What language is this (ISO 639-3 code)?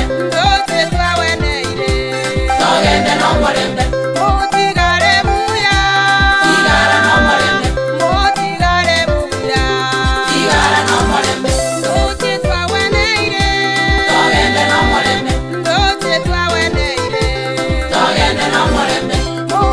guz